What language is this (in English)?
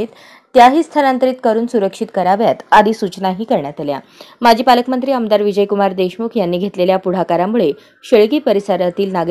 Marathi